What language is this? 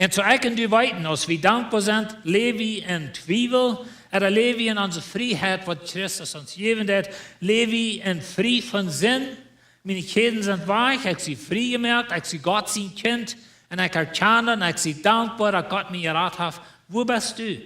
Plautdietsch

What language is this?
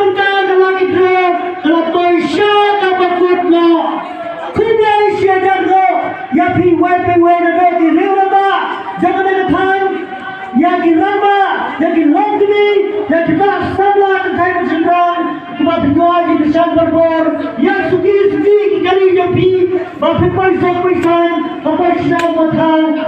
Khasi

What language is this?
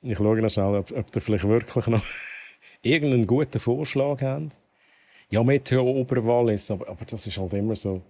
Swiss German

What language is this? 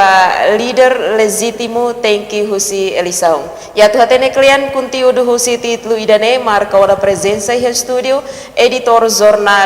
Tetum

